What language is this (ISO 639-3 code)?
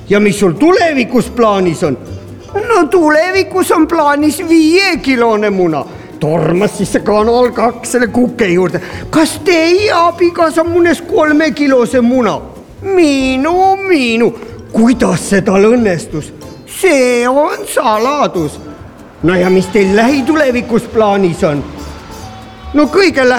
est